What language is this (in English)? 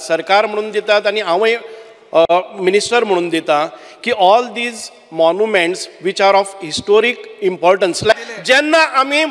Konkani